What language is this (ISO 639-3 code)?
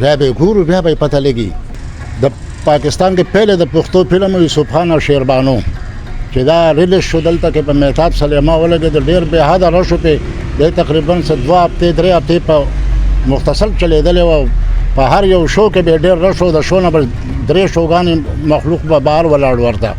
pus